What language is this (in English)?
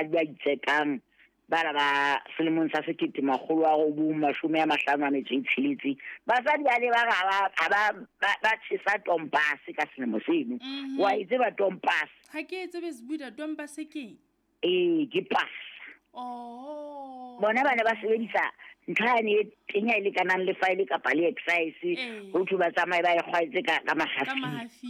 Southern Sotho